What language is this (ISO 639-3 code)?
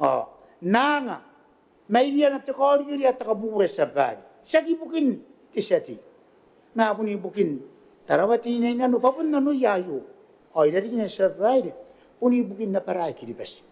gil